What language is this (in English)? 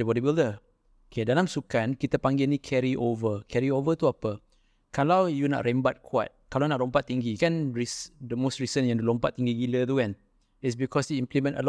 Malay